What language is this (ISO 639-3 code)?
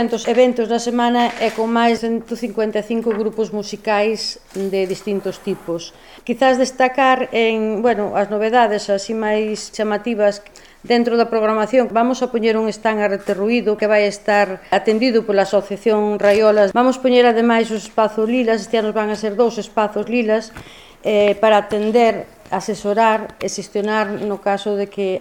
glg